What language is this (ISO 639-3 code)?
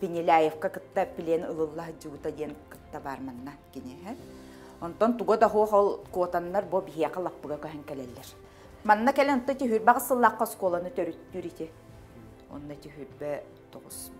sah